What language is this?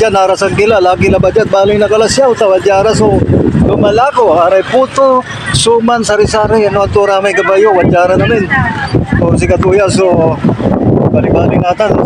Pangasinan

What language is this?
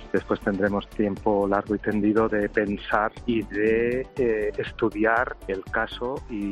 Spanish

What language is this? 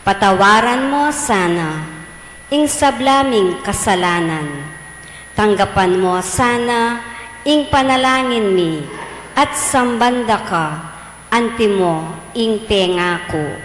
Pampanga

